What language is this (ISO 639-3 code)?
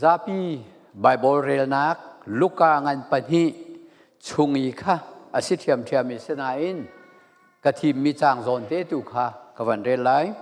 cfm